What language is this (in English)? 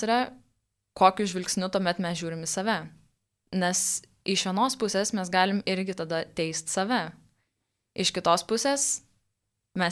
Lithuanian